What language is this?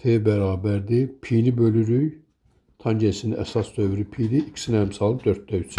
Azerbaijani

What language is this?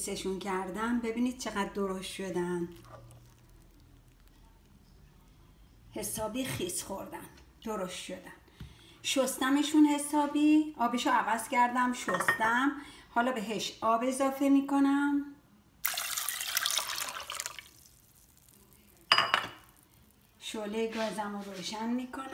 Persian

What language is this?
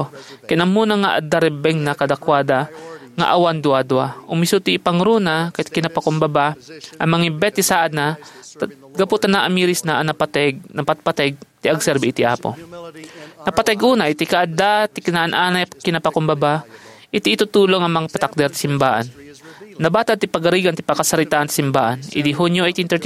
Iloko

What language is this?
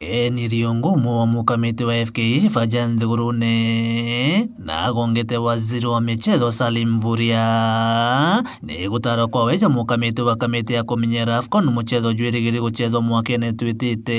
Meru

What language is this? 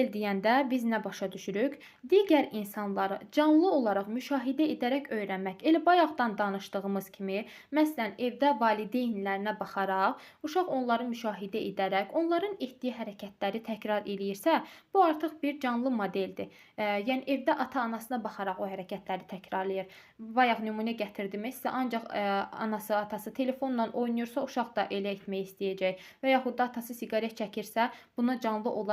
Azerbaijani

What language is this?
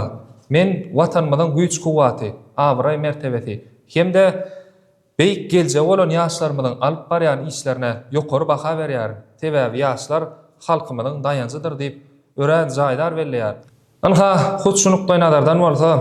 Turkmen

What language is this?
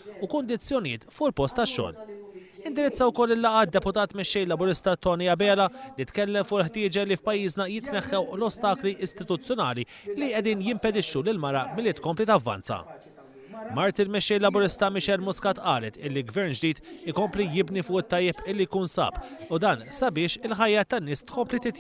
Maltese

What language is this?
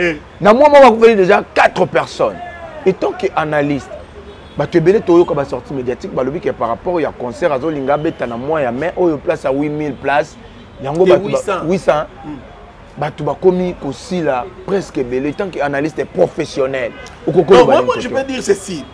Lingala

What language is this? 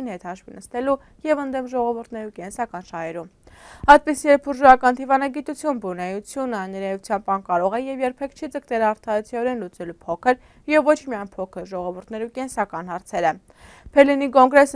Armenian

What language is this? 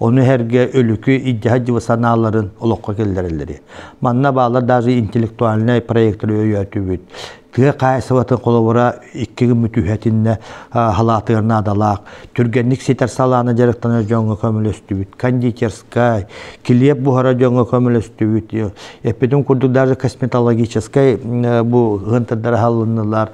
Yakut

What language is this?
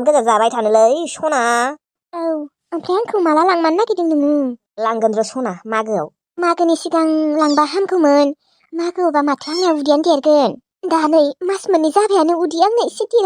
Bodo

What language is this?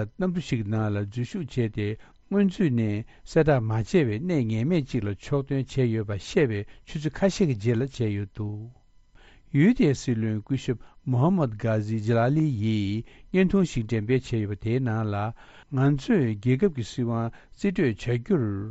Tibetan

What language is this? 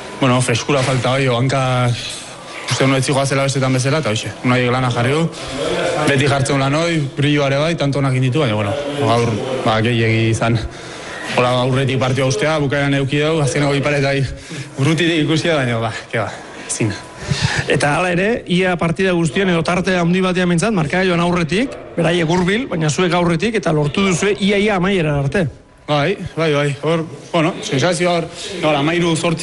Basque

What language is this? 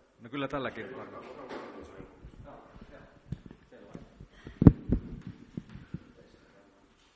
Finnish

